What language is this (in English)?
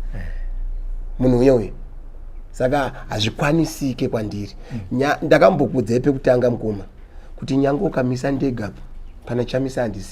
Shona